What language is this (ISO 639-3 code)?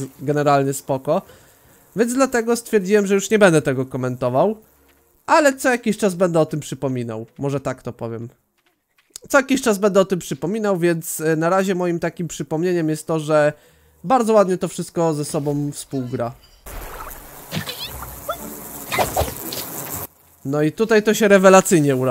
pol